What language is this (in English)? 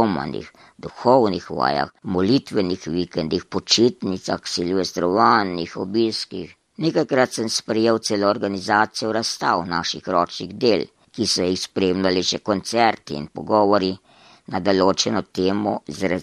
Slovenian